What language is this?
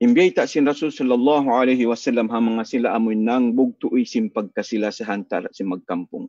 Tausug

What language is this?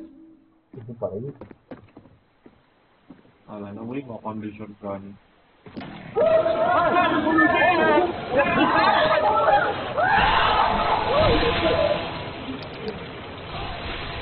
Indonesian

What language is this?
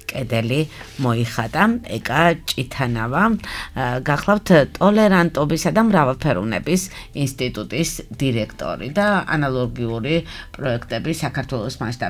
Georgian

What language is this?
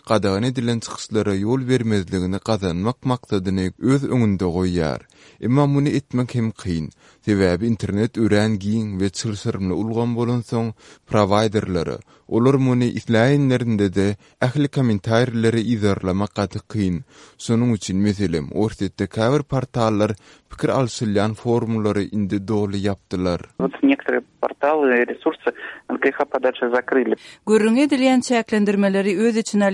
Kyrgyz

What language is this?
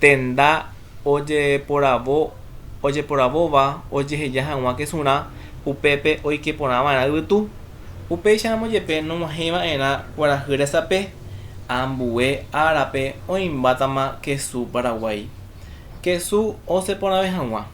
Guarani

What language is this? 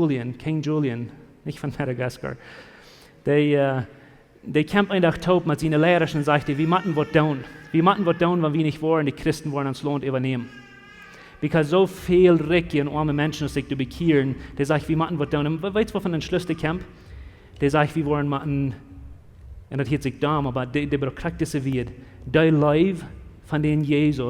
Plautdietsch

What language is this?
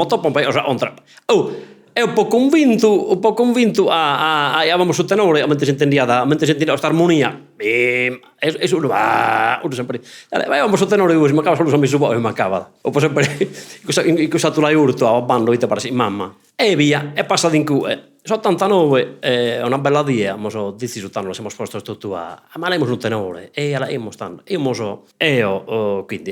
Sardinian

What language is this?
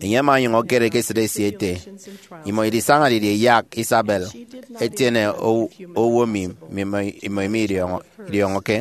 Efik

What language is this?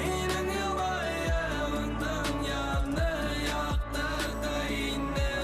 Bashkir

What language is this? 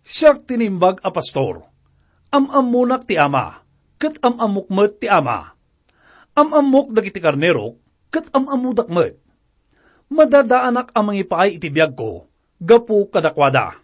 Iloko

